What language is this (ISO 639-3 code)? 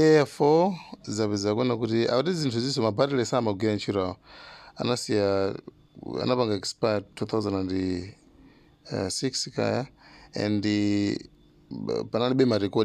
nya